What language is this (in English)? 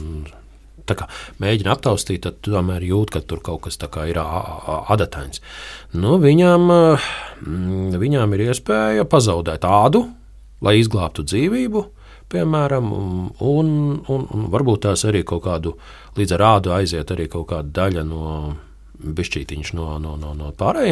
Latvian